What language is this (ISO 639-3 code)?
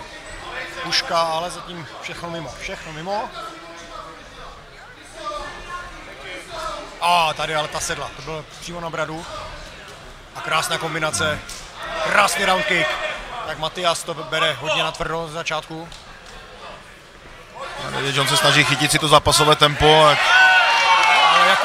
ces